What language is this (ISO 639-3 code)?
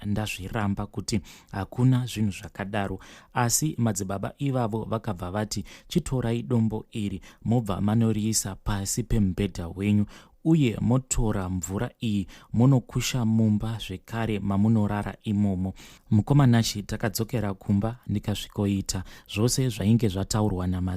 sna